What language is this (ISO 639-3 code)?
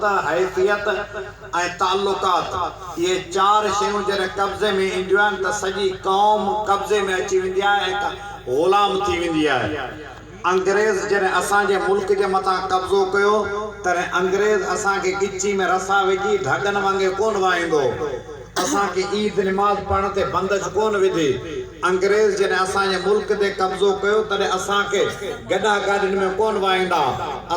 snd